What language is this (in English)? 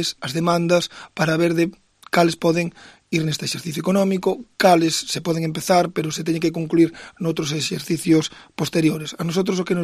Galician